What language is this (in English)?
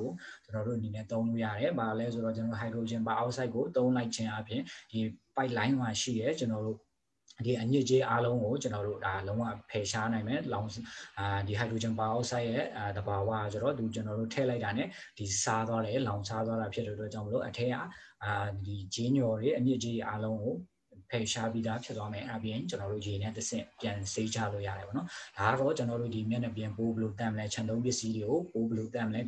Burmese